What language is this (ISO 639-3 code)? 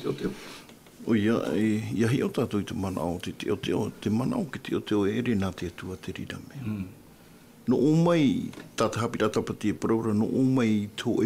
tah